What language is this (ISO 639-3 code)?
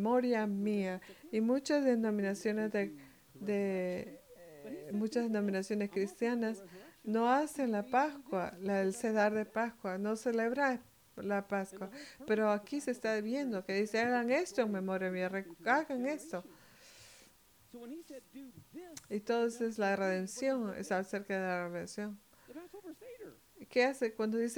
spa